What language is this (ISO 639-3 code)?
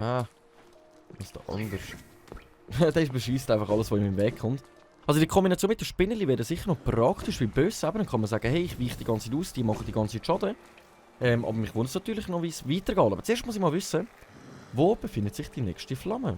gsw